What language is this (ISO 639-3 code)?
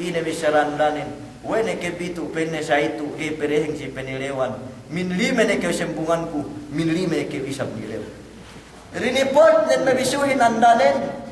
yka